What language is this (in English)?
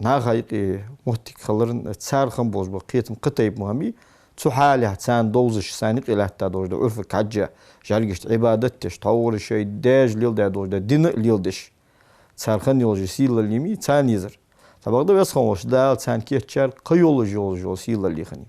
Ingush